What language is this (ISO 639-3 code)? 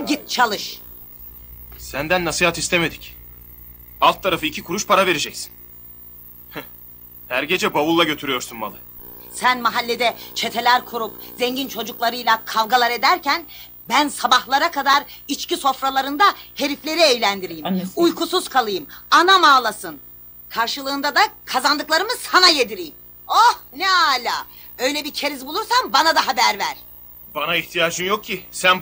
tur